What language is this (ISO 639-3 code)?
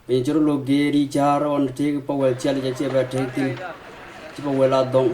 din